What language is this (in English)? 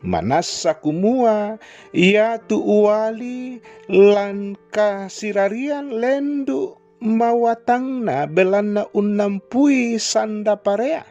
Toraja-Sa'dan